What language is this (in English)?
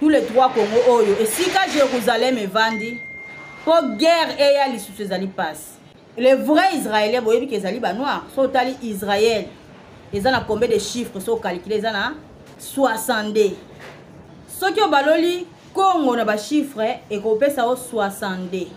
Lingala